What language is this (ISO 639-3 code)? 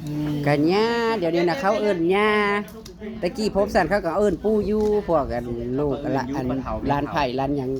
tts